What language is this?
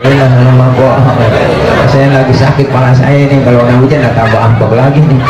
Betawi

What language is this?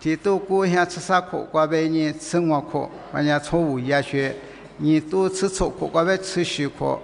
Lisu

